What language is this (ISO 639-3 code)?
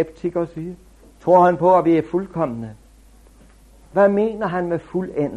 dan